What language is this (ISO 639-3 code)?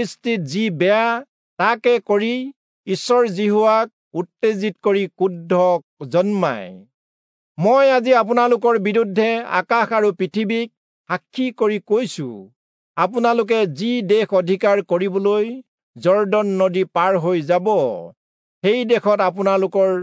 asm